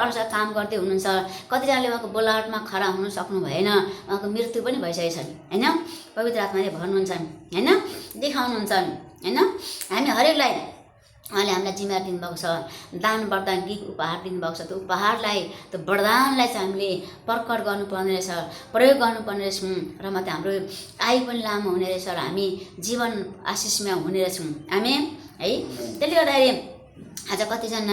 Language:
Nepali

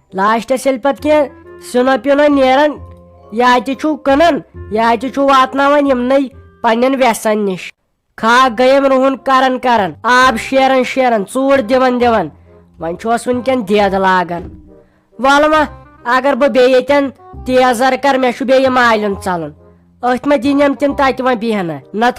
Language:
Kashmiri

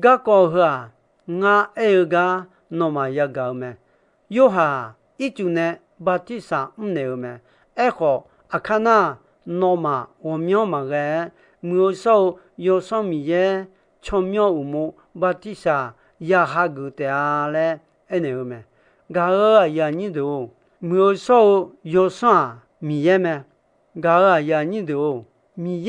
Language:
Akha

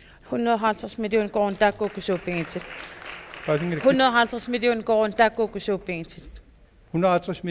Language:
Kalaallisut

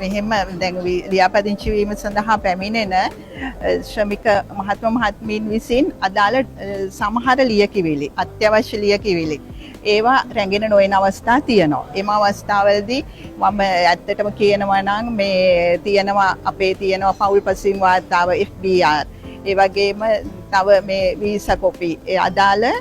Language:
Sinhala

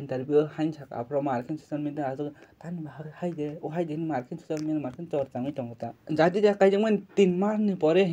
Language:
Kok Borok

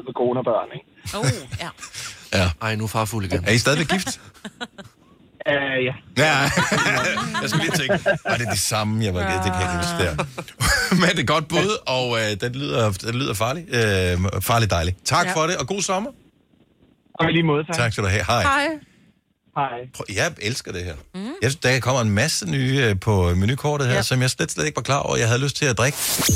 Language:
Danish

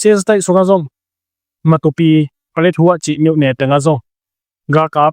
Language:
Tedim Chin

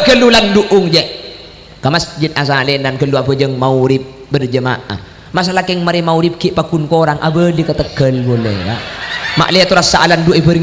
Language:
Madurese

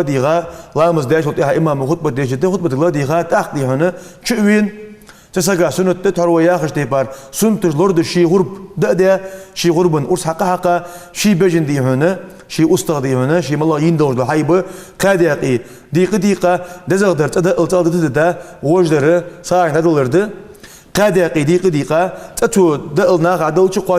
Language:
Ingush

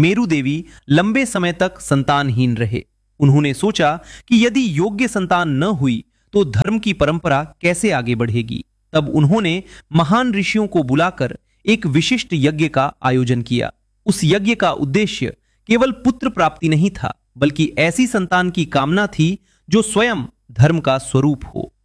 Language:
Hindi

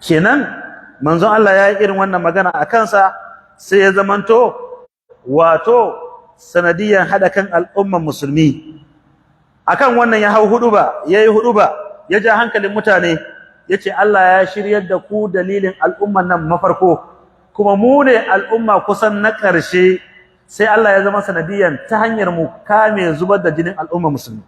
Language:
Hausa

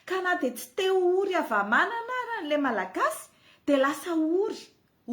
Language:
Malagasy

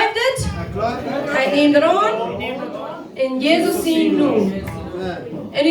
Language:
Plautdietsch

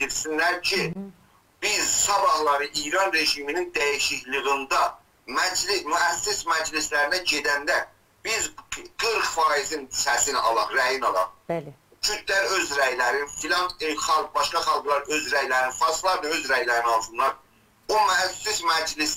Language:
South Azerbaijani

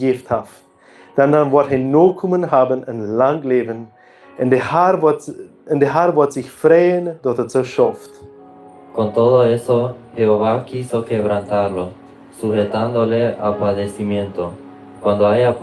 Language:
Plautdietsch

